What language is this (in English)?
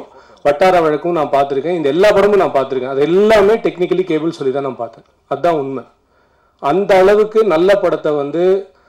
Tamil